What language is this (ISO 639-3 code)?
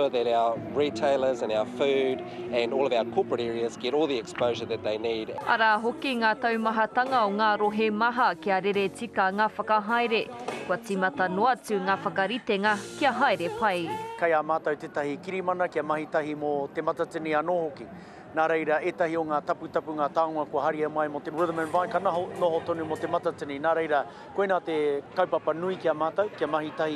mri